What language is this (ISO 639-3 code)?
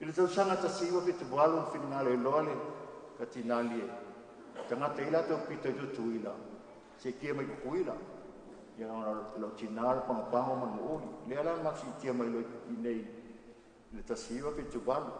smo